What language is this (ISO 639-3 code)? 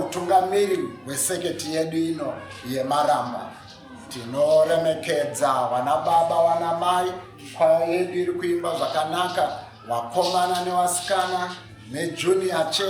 sna